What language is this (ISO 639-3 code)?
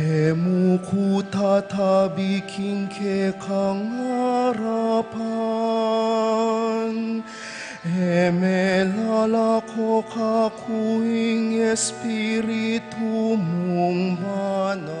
pam